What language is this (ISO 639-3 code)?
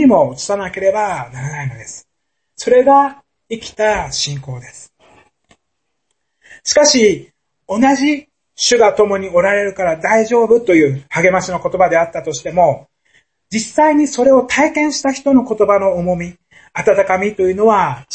jpn